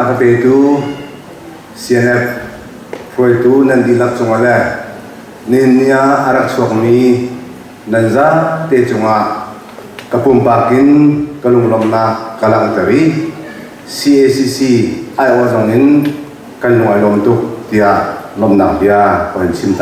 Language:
Hakha Chin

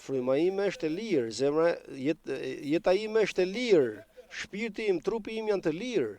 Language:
Albanian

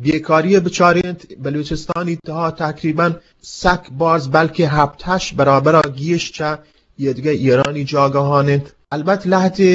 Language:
Eastern Balochi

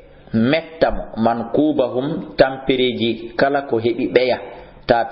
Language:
Fula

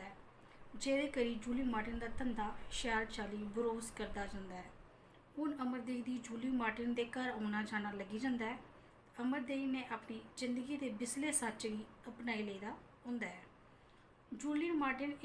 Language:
Dogri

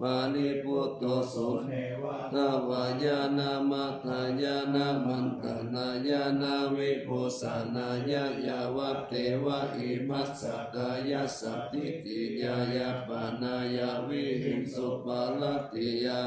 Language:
Pali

